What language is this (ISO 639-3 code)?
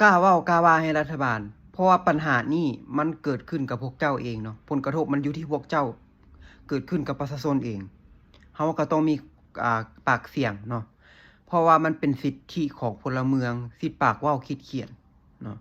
lao